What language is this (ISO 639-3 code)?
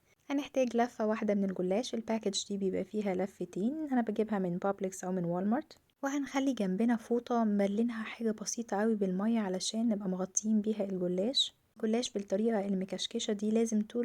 arz